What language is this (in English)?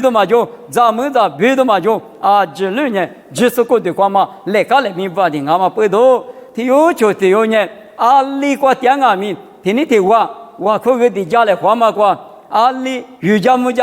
Lisu